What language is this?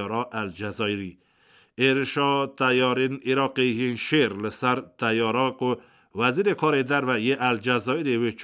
Kurdish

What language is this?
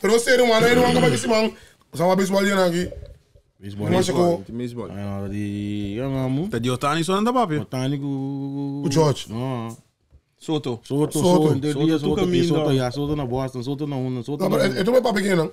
Papiamento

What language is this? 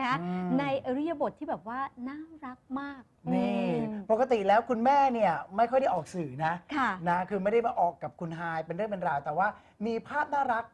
Thai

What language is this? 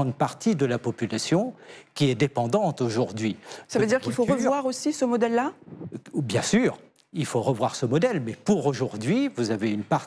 French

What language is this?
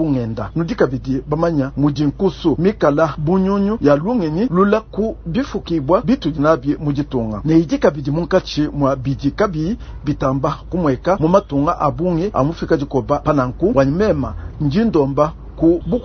Luba-Lulua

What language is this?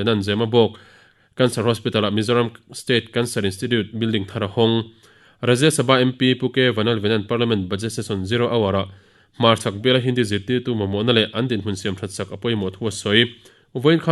Mizo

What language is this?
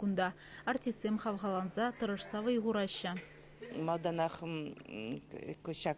Chuvash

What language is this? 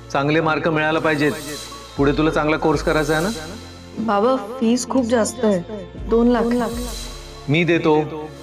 Marathi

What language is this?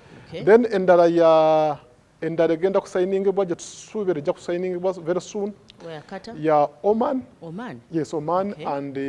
Ganda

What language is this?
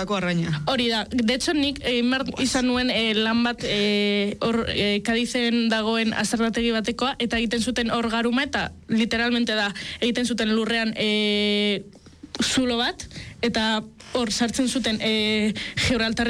Basque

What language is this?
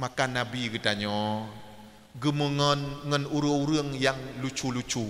Achinese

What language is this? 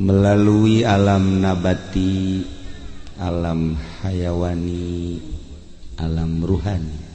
Sundanese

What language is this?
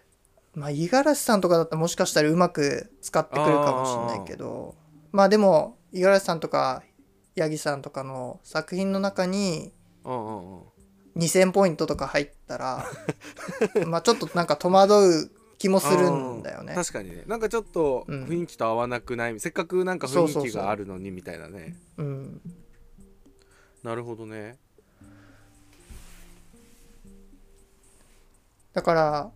Japanese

